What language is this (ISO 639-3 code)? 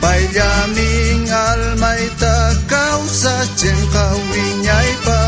quh